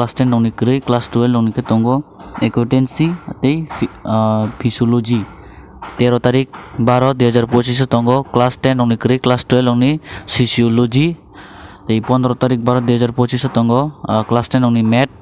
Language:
Kok Borok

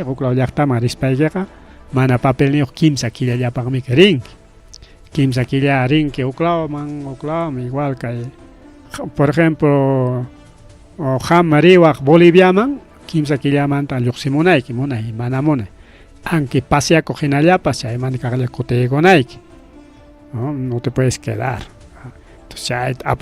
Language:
Ayacucho Quechua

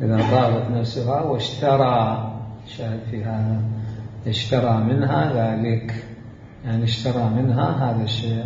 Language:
Mesopotamian Arabic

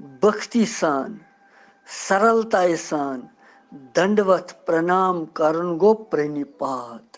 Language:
Kashmiri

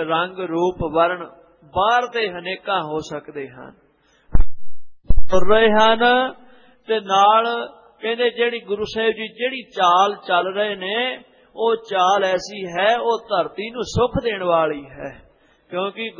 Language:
Punjabi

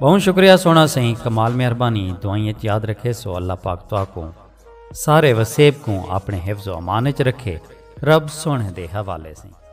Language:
Saraiki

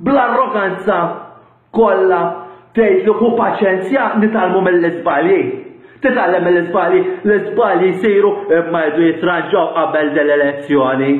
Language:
Maltese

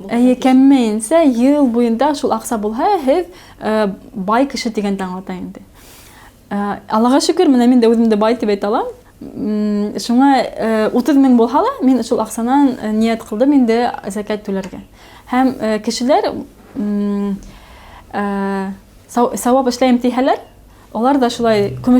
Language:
Bashkir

